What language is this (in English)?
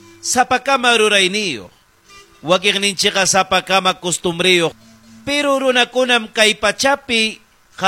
Ayacucho Quechua